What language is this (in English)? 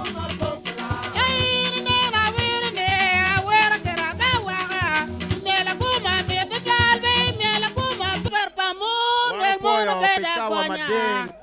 Acoli